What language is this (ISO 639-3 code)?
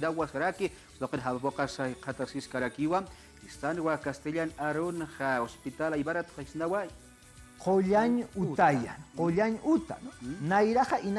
aym